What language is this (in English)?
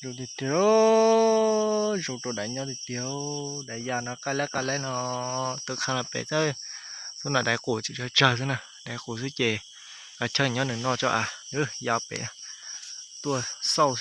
Hmong